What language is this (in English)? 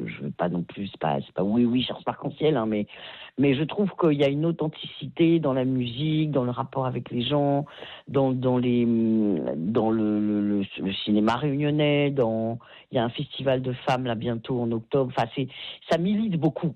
French